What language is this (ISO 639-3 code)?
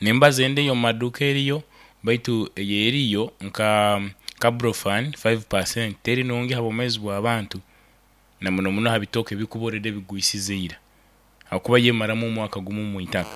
nyo